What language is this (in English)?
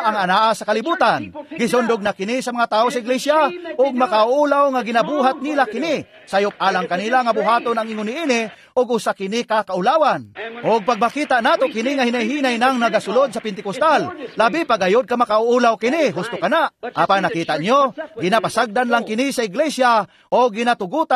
Cebuano